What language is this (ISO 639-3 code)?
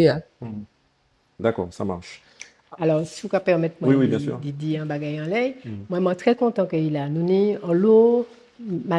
gcf